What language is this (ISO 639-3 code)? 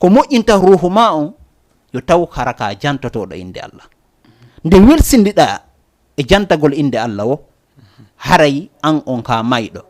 ful